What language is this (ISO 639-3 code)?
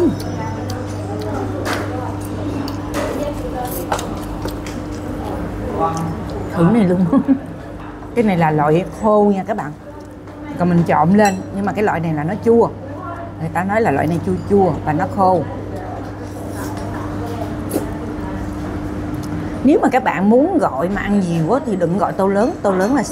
vie